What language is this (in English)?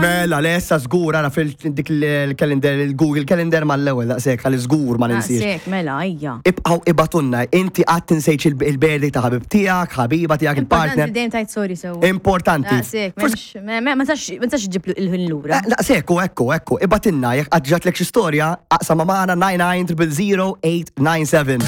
Maltese